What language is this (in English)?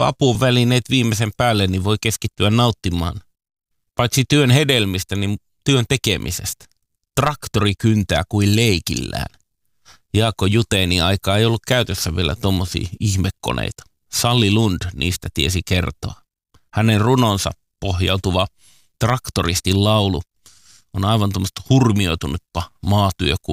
Finnish